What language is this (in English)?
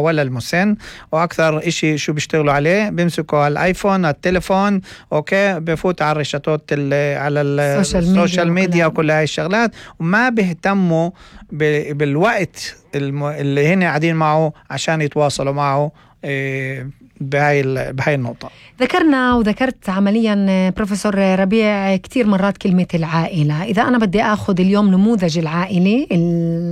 North Levantine Arabic